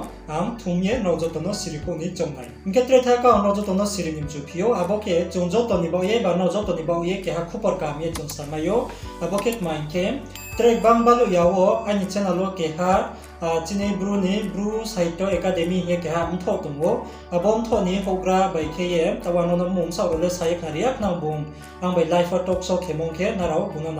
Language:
Riang (India)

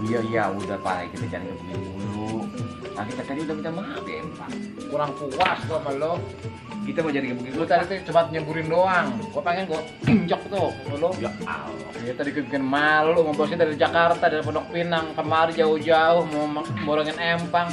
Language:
Betawi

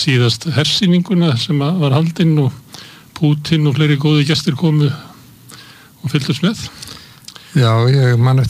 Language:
Icelandic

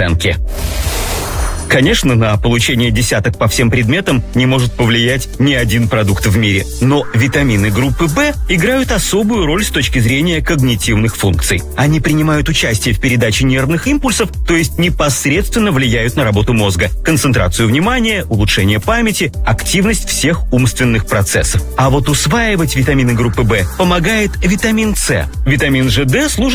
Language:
Russian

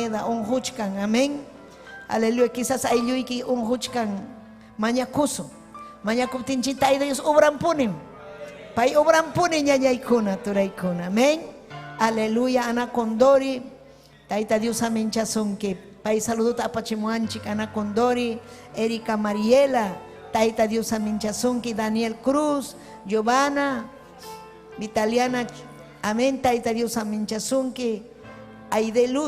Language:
Ayacucho Quechua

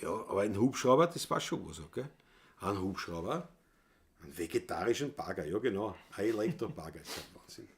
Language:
Bavarian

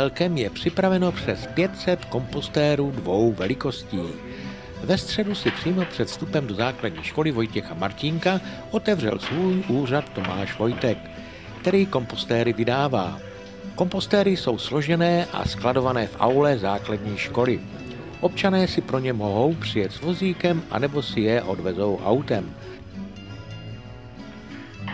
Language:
Czech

